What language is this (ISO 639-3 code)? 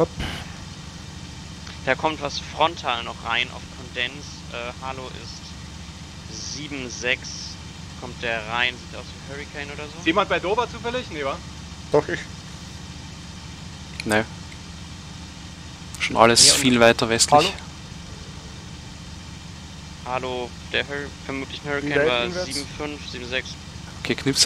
deu